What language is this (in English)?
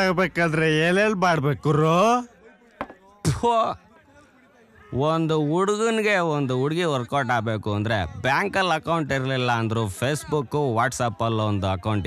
Kannada